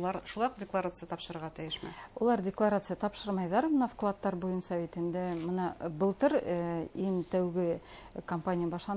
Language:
Bashkir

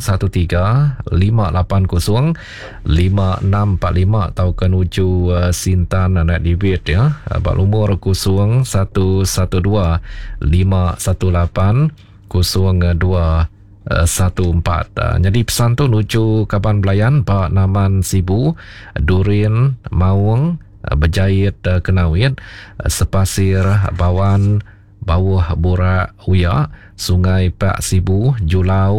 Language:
Iban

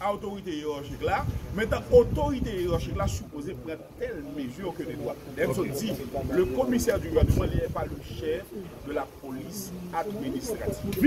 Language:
Haitian Creole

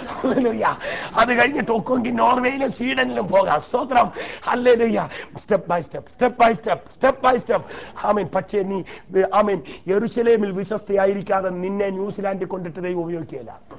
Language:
Malayalam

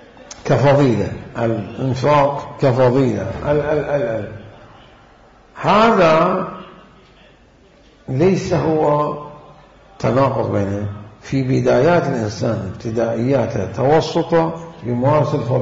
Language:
Arabic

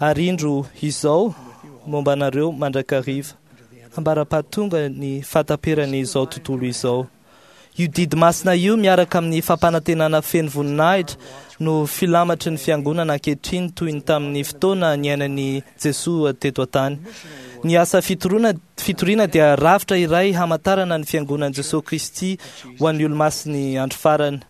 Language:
Malagasy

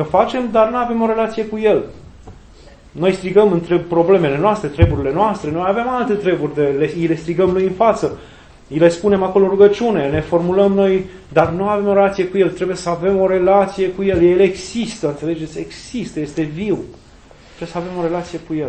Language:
Romanian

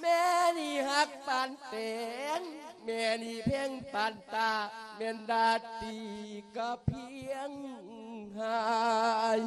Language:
Lao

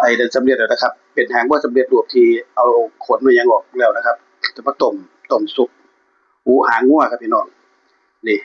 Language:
Northeastern Thai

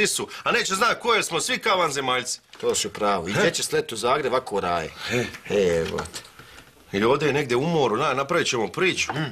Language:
Croatian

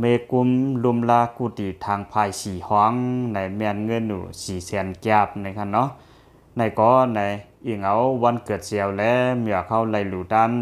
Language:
Shan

